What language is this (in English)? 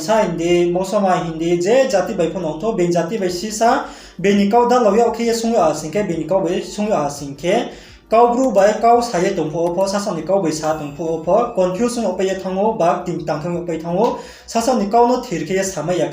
Riang (India)